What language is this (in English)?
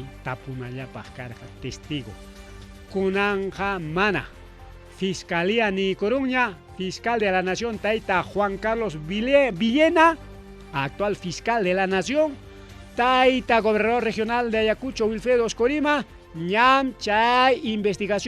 Ayacucho Quechua